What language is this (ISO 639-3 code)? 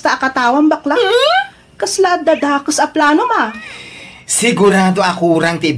ilo